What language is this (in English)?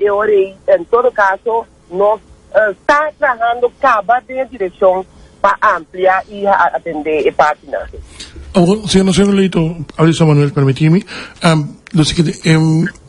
Papiamento